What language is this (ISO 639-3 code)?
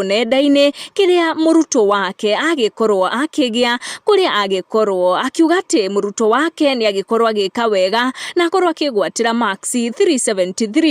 kik